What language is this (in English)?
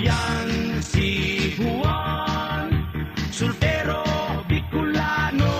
Bikol